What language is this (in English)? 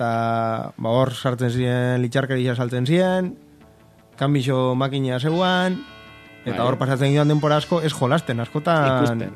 Basque